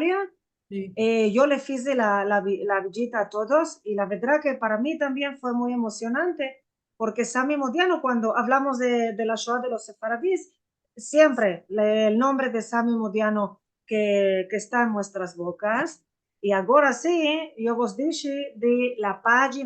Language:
Ladino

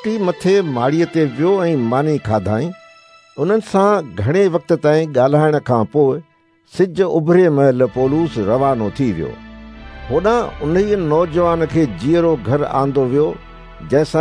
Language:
Sindhi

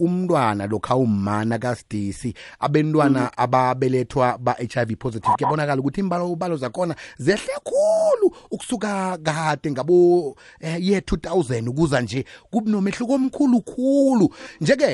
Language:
South Ndebele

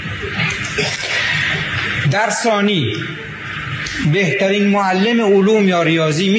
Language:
Persian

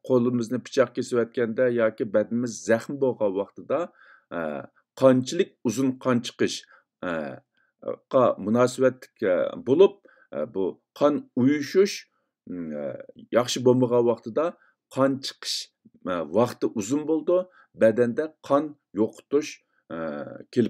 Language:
Uyghur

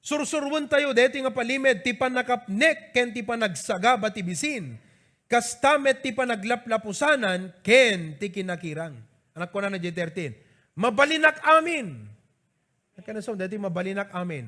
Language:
Iloko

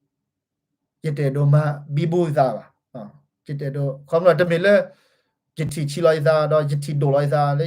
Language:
S'gaw Karen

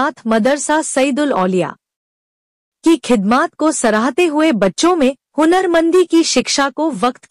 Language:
Hindi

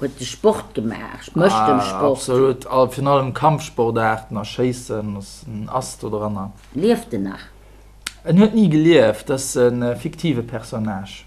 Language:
Luxembourgish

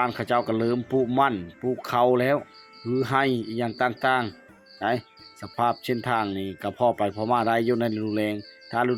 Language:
Lao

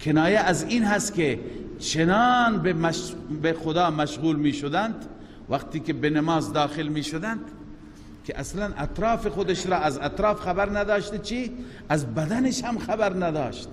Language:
Persian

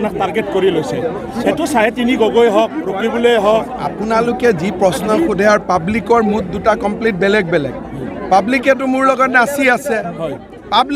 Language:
Assamese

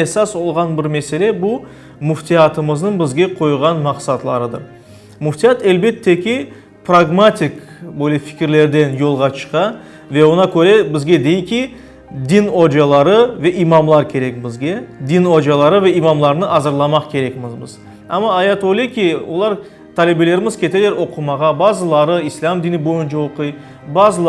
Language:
Crimean Tatar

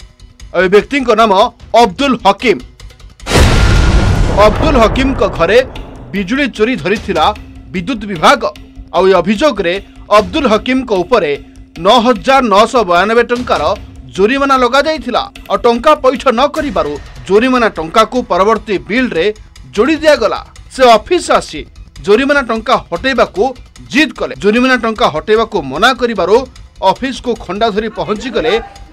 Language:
Odia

